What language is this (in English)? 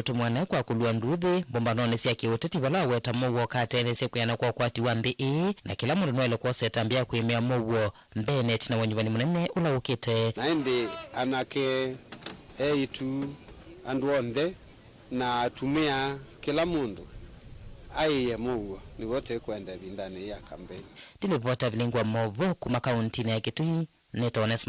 Kamba